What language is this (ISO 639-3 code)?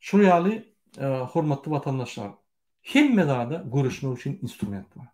tuk